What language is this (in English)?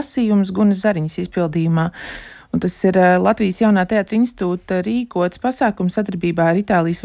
Latvian